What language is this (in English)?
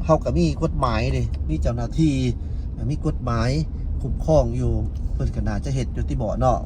Lao